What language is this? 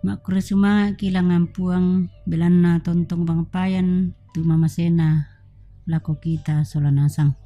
Toraja-Sa'dan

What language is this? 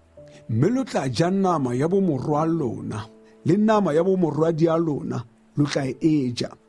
Tswana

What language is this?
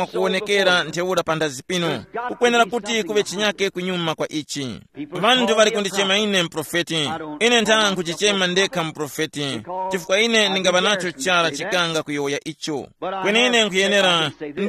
Tumbuka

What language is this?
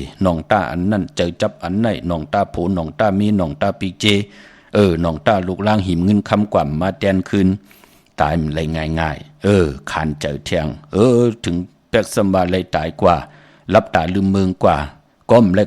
Shan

